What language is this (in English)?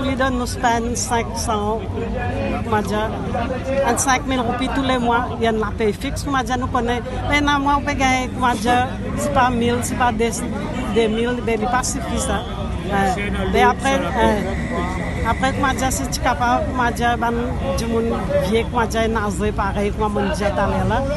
Morisyen